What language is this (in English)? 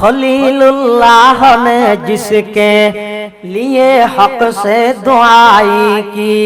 Chittagonian